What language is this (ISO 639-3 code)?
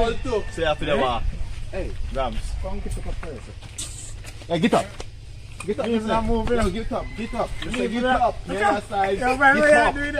jam